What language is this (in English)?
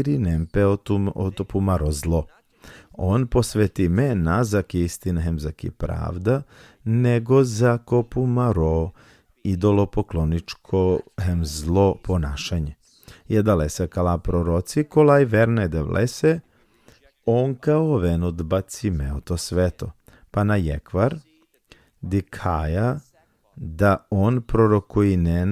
Balkan Romani